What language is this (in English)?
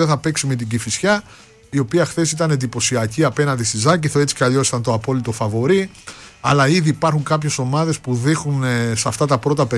Greek